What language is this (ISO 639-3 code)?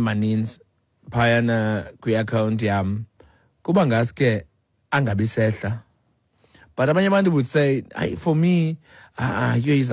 xho